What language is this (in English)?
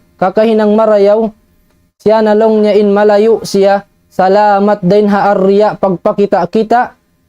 Tausug